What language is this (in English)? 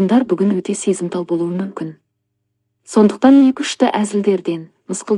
Kazakh